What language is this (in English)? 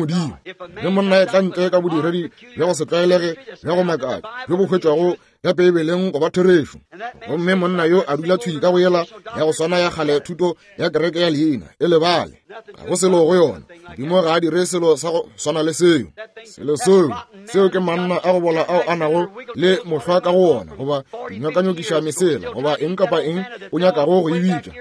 Northern Sotho